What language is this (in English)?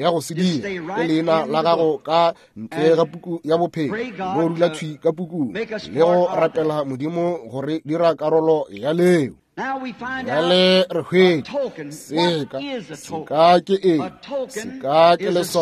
Northern Sotho